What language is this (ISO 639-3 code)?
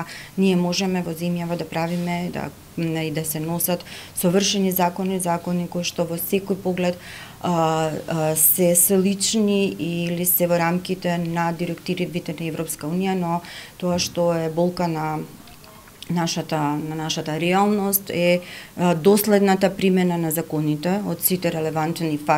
mkd